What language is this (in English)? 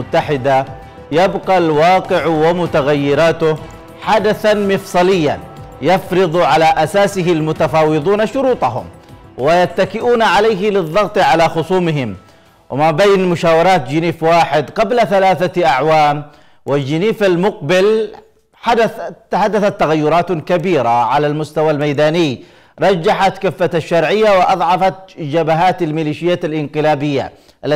Arabic